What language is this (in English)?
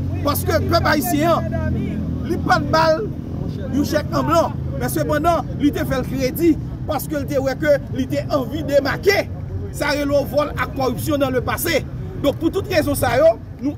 Haitian Creole